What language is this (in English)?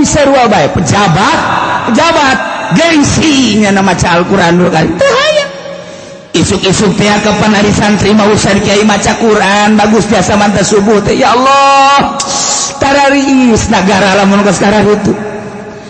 Sundanese